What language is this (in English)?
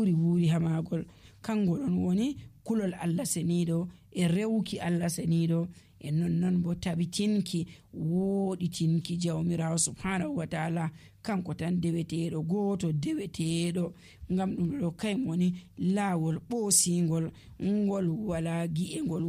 Nigerian Fulfulde